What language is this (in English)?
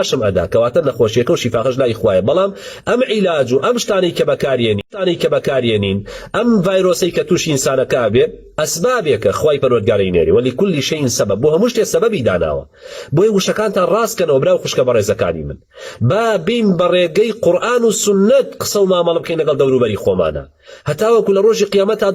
Central Kurdish